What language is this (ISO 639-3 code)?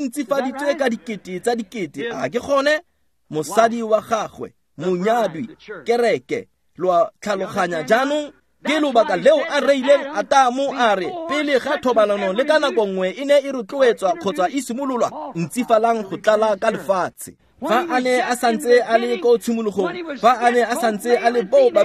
tsn